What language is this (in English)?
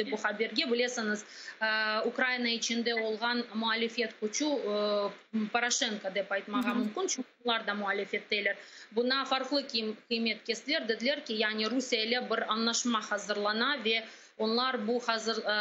Crimean Tatar